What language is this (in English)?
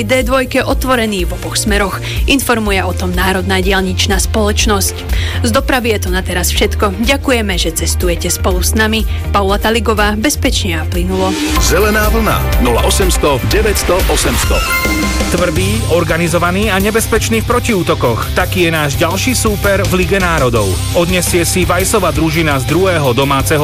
Slovak